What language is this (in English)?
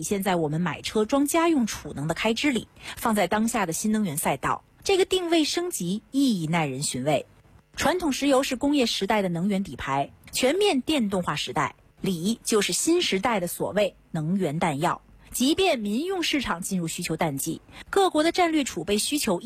Chinese